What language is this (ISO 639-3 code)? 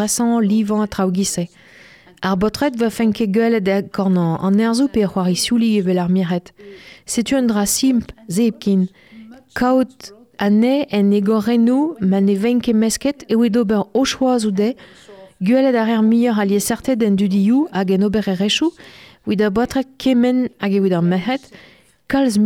bre